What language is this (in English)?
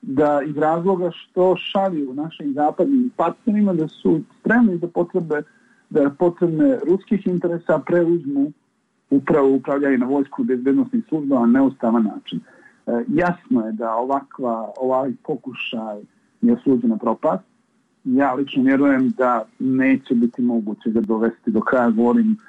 Serbian